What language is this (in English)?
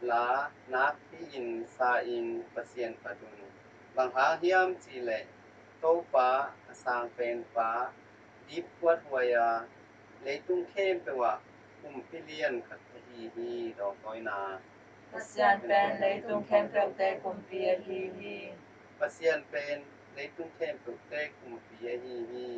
Tedim Chin